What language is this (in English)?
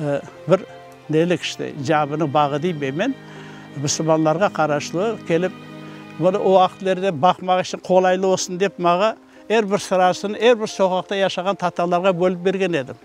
Crimean Tatar